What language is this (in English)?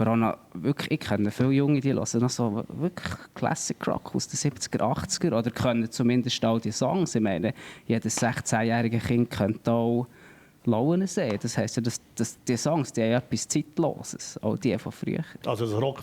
Swiss German